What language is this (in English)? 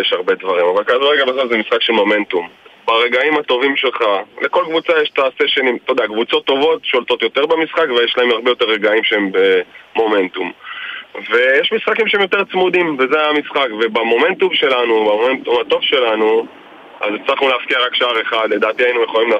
Hebrew